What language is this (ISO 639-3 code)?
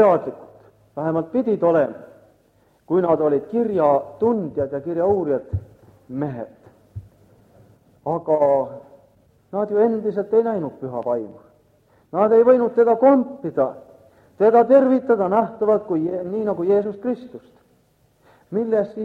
est